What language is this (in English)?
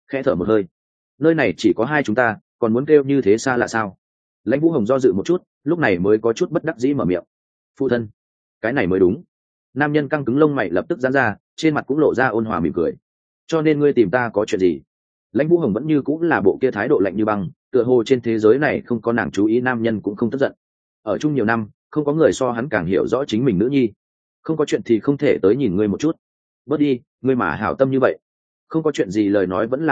Vietnamese